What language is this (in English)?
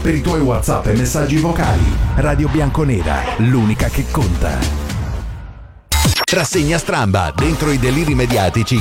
Italian